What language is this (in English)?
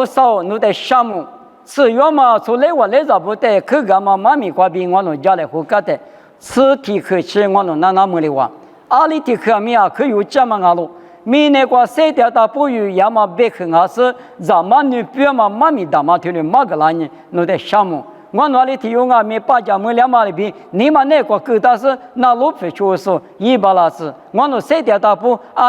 Lisu